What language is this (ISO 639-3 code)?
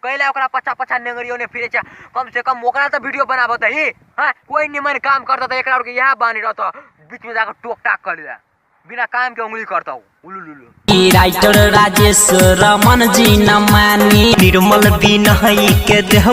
mai